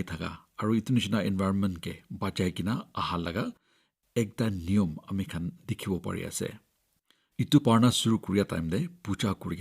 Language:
Naga Pidgin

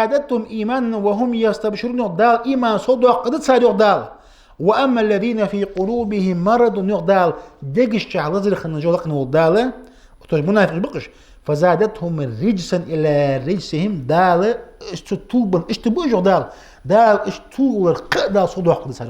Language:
Ingush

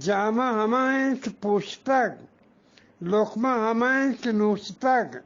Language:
Eastern Balochi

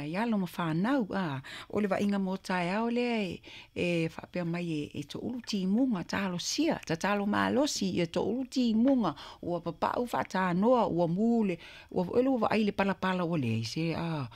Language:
Samoan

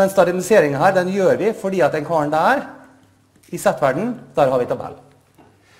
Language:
Norwegian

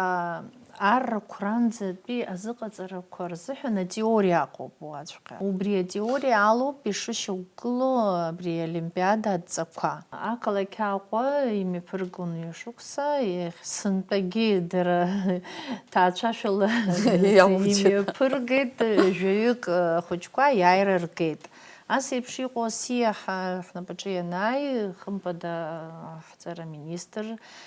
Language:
Abkhazian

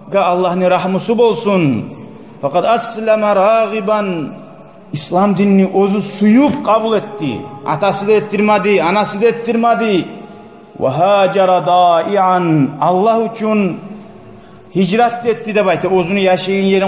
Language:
Kumyk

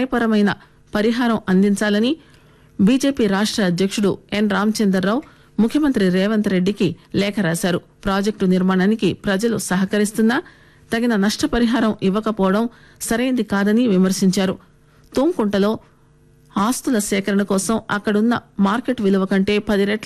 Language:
Telugu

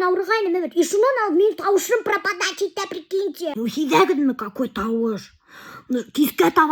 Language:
Bashkir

